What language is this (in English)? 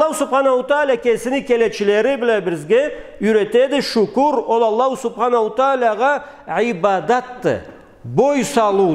Karachay-Balkar